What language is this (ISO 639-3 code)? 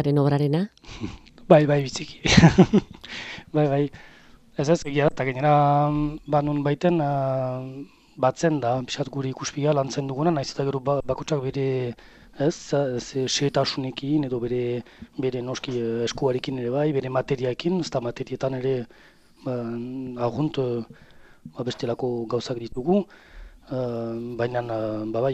eus